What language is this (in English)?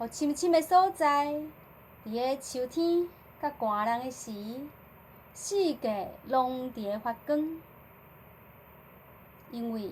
Min Nan Chinese